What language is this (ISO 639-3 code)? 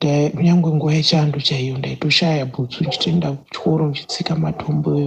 sna